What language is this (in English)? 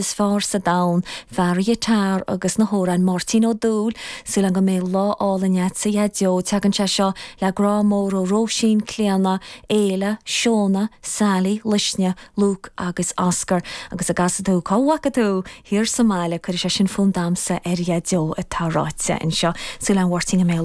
Irish